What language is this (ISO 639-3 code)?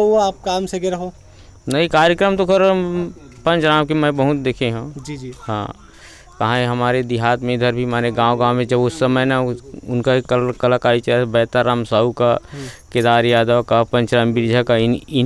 hne